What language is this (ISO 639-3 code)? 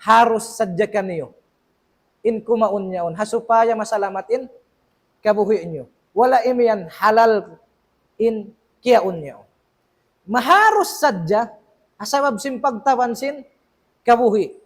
tsg